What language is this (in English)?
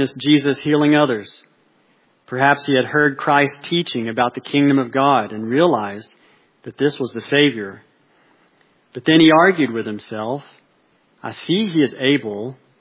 English